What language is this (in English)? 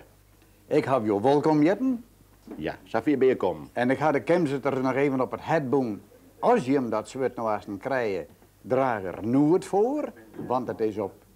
Western Frisian